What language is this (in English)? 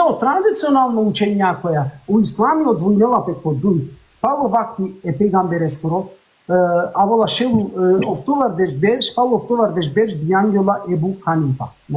Balkan Romani